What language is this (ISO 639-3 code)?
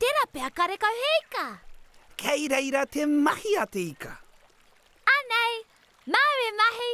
mri